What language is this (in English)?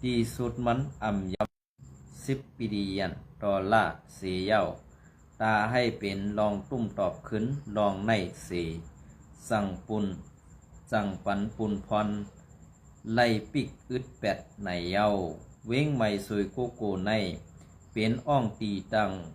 Shan